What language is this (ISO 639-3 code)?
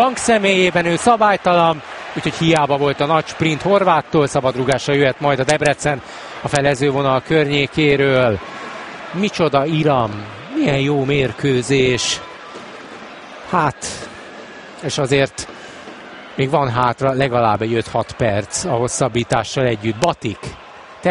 hun